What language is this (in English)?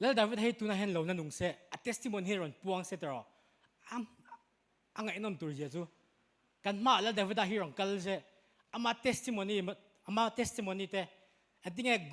Mizo